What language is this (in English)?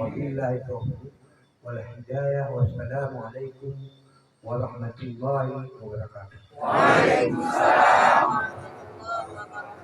Achinese